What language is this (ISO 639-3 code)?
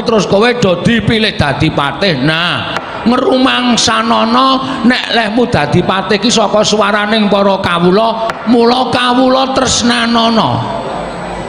jav